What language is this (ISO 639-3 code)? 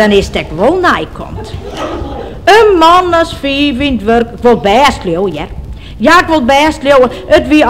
fry